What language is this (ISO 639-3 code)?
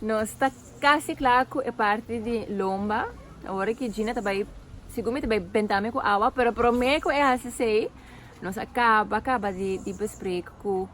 pap